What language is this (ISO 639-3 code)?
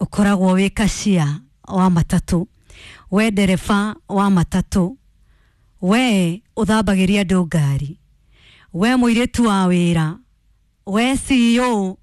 kik